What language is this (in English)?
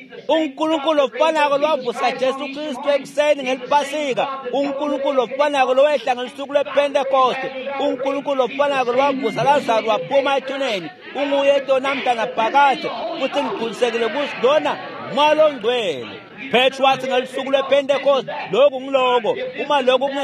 Swati